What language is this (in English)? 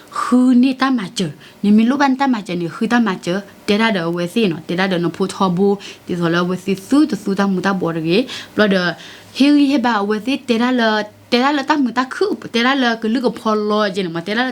S'gaw Karen